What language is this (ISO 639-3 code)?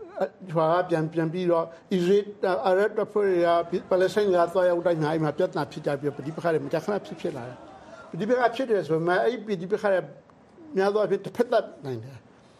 mya